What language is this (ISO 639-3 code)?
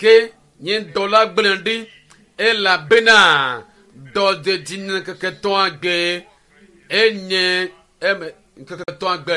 ewe